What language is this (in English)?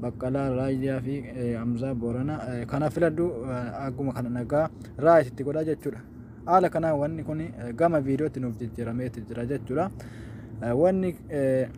Oromo